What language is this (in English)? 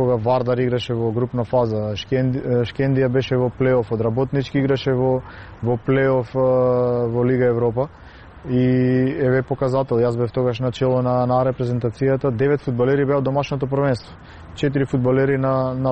Macedonian